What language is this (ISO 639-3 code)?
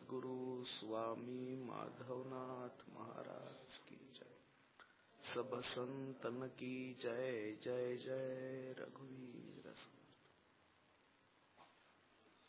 mar